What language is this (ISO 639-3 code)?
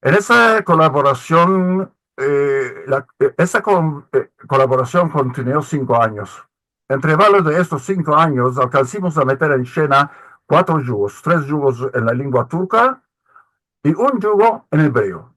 lad